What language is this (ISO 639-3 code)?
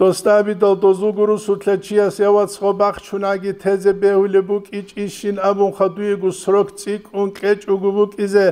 ava